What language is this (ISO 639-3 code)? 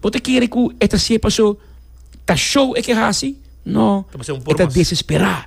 pap